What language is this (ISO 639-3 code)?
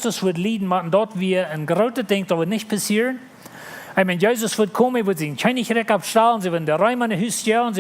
pdt